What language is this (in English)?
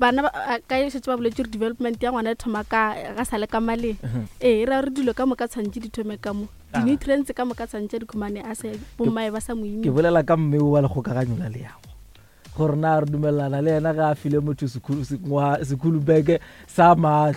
Northern Sotho